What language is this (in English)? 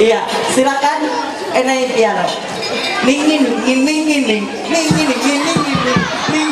Ma'anyan